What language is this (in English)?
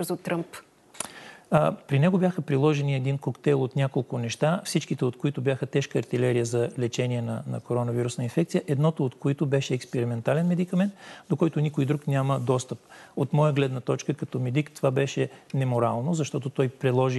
Bulgarian